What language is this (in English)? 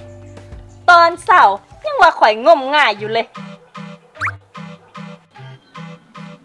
Thai